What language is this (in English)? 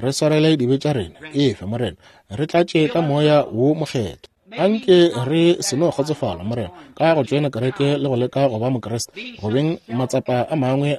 Northern Sotho